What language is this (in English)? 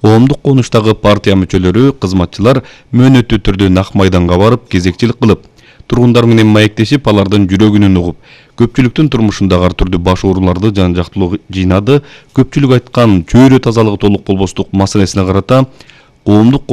Kyrgyz